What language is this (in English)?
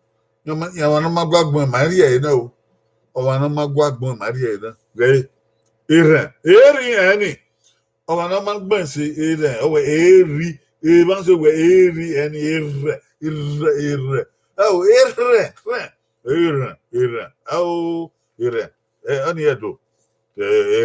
Bini